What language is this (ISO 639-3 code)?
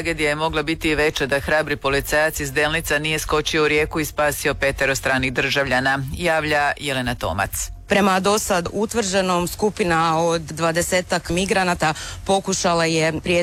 hrv